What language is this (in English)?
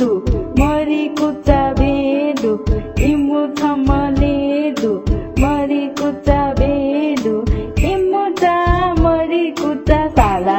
Newari